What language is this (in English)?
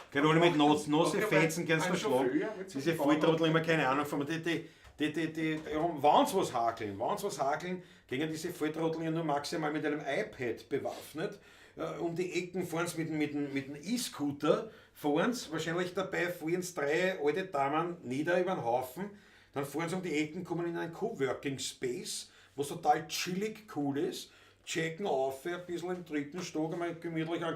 Bavarian